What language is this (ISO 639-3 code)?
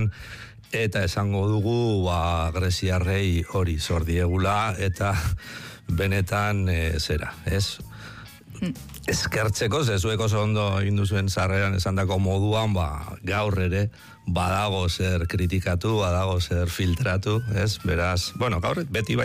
eus